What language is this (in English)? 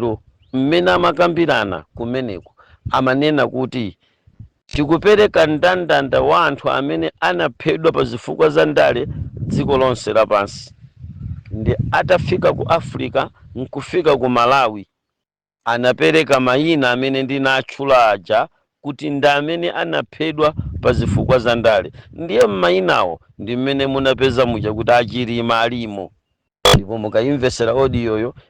Nyanja